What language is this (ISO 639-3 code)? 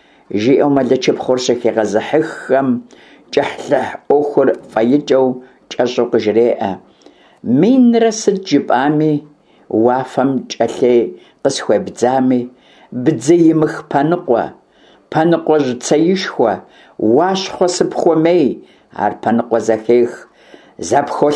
kbd